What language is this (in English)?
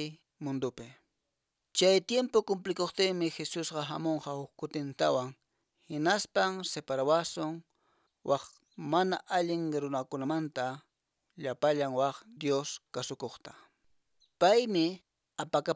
Quechua